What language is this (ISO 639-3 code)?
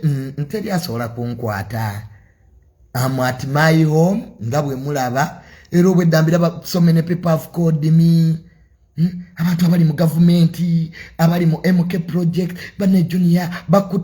lug